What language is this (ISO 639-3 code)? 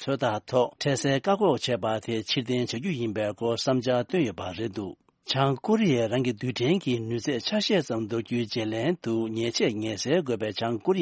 bod